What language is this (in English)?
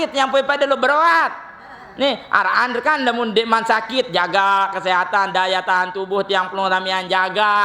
Sasak